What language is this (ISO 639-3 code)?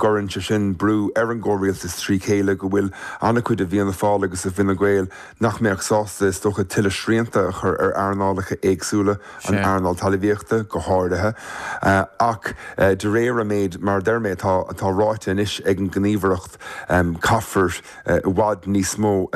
gle